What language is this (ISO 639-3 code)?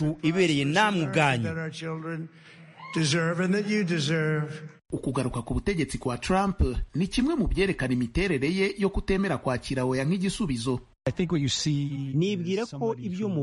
kin